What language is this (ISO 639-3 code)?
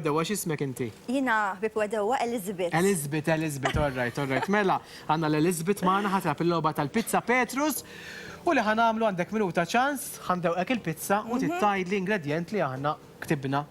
mlt